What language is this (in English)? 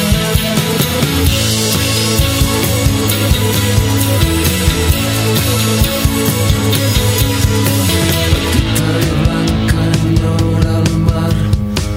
Catalan